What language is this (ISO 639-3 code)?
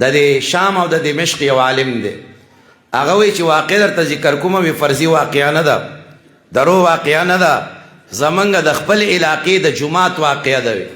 pus